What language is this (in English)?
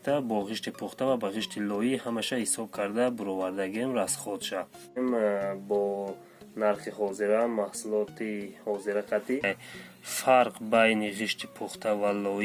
Tajik